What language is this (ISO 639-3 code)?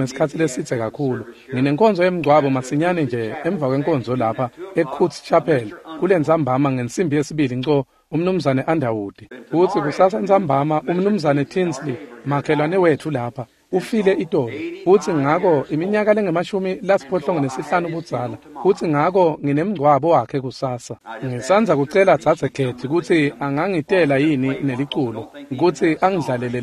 ssw